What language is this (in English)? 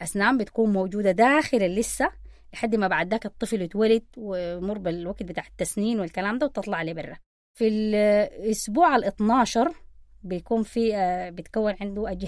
Sudanese Arabic